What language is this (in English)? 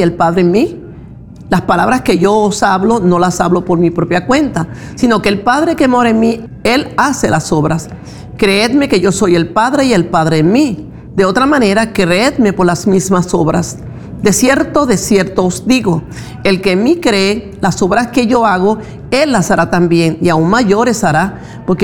Spanish